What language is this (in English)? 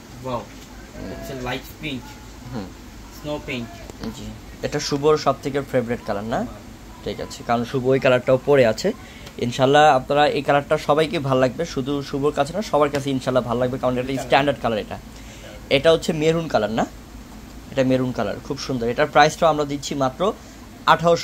Bangla